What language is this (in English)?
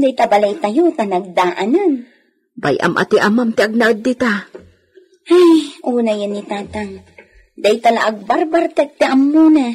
Iloko